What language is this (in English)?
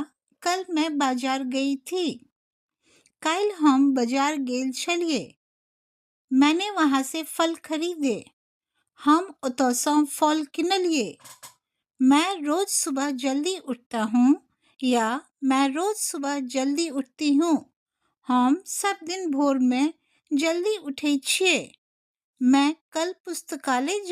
Maithili